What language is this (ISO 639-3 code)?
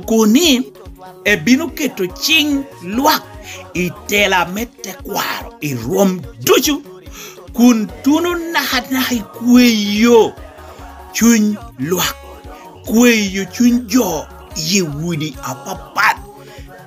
laj